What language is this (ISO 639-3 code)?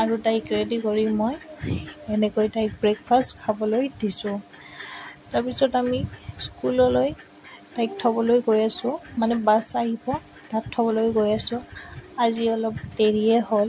asm